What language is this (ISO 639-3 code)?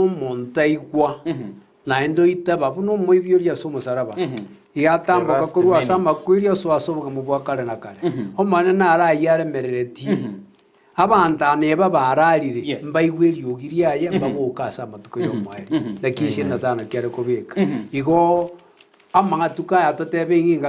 guz